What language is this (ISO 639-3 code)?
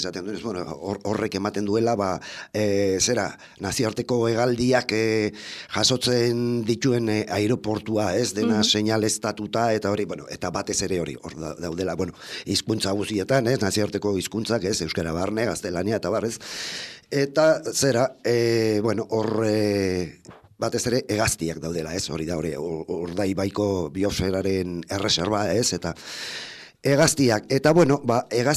eus